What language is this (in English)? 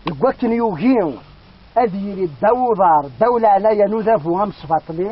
Kabyle